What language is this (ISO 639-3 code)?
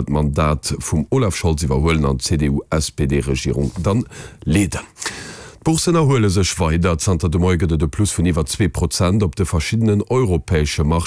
ltz